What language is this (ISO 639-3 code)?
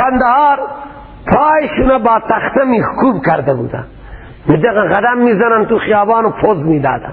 fas